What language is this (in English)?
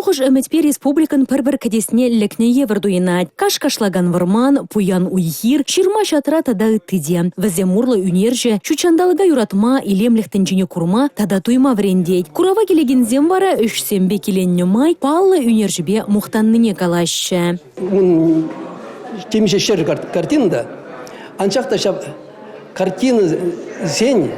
Chuvash